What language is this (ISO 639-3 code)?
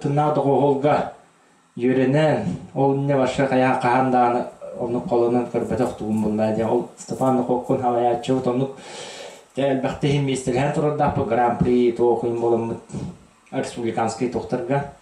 sah